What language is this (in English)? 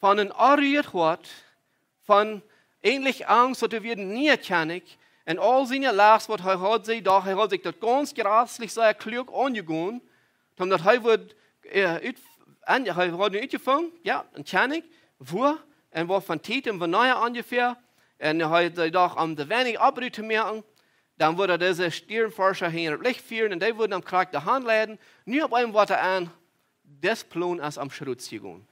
Plautdietsch